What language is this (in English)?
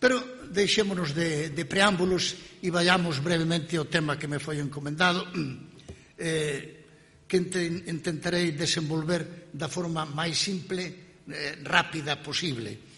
Galician